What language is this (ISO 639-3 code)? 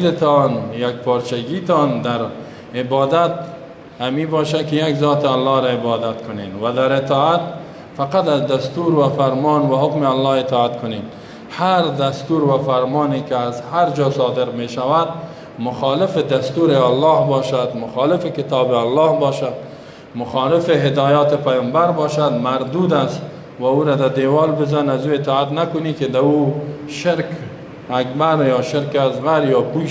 fas